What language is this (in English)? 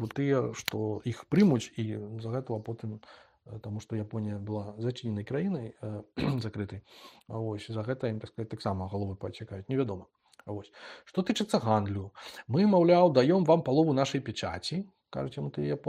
Belarusian